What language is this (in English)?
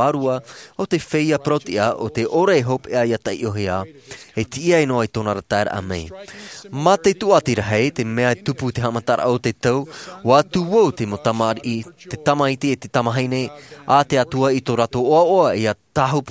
Tahitian